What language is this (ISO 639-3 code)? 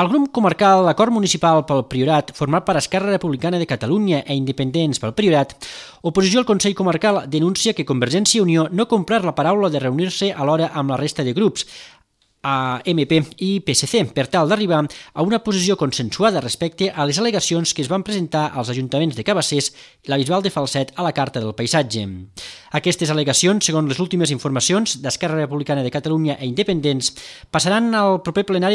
cat